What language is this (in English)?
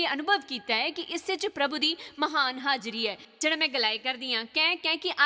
Dogri